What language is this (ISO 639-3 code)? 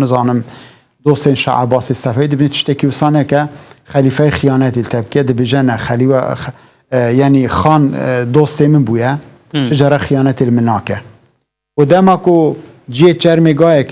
kur